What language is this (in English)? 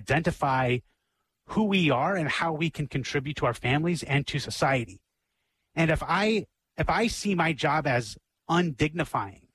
English